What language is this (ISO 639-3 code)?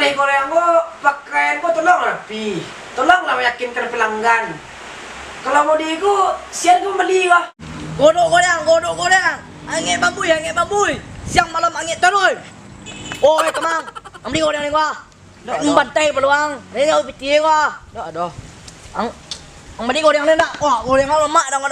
min